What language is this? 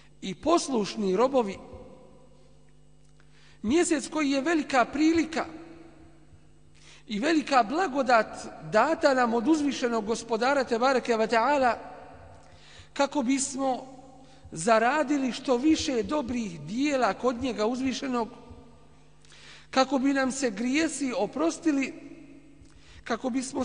Bosnian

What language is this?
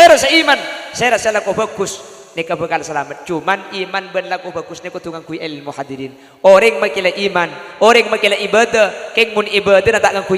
Madurese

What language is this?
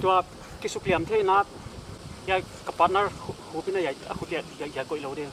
Paite Chin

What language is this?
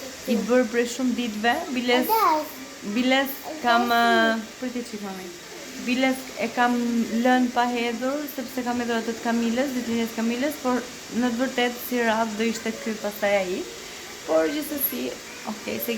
Albanian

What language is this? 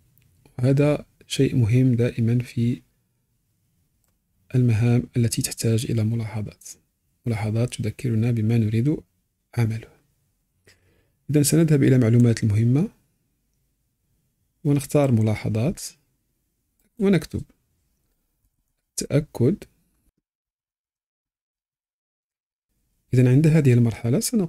Arabic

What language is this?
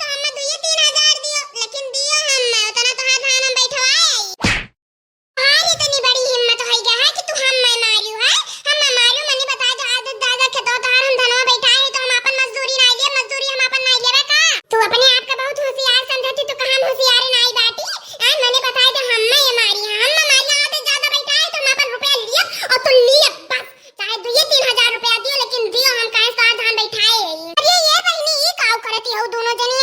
Awadhi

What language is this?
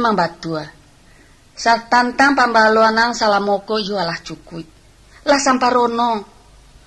Minangkabau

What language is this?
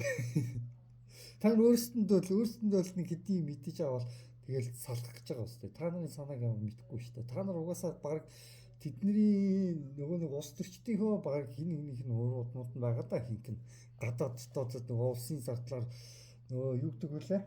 Mongolian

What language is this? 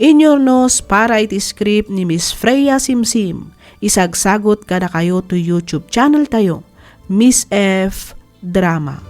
Iloko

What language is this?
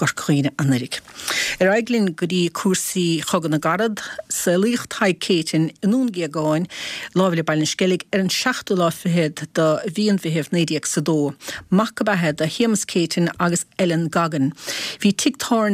Irish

